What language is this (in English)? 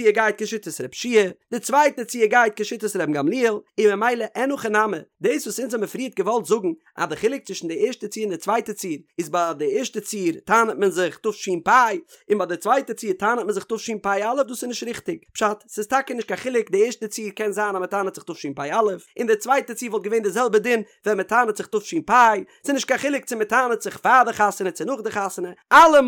Yiddish